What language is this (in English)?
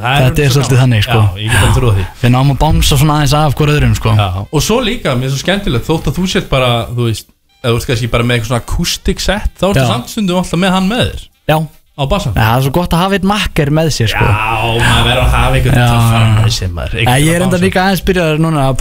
Icelandic